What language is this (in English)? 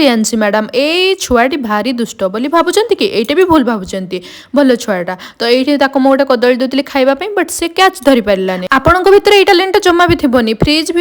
Odia